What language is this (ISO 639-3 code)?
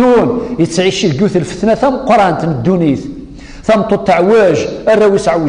kab